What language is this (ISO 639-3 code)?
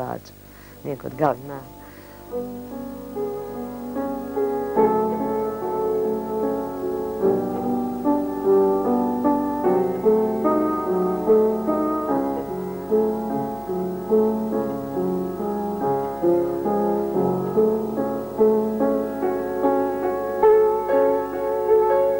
bos